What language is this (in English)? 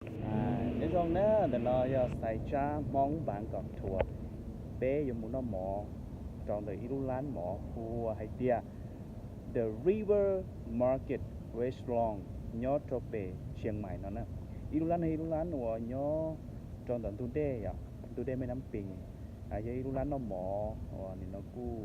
Hmong